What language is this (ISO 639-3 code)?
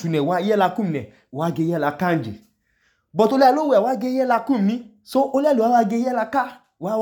idu